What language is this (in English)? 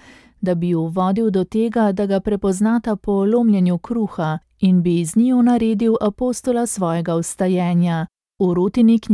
Slovenian